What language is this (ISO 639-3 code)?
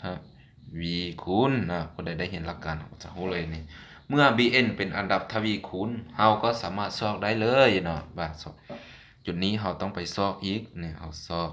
lao